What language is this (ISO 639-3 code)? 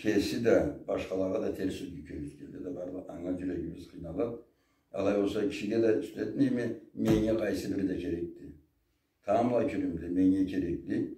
krc